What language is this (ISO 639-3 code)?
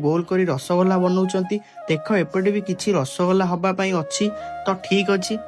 ori